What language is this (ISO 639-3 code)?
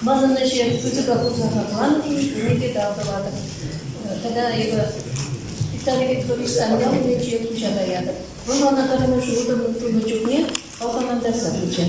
chv